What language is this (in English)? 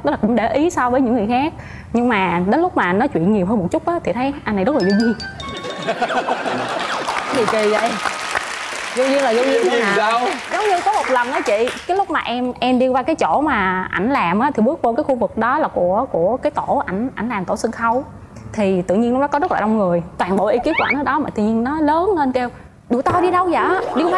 Vietnamese